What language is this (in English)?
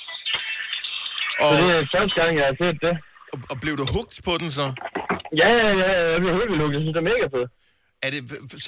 Danish